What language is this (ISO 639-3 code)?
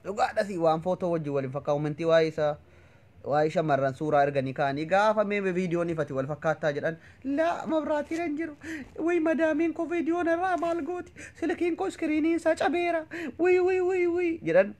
orm